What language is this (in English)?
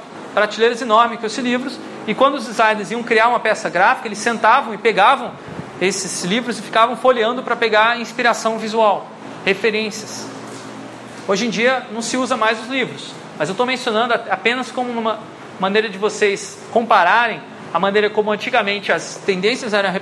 Portuguese